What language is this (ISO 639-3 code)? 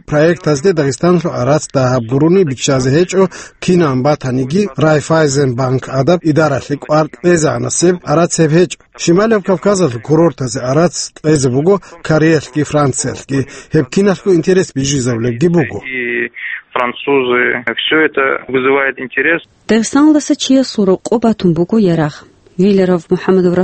ava